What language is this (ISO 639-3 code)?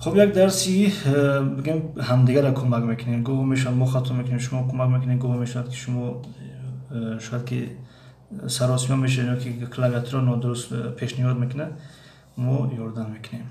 tgk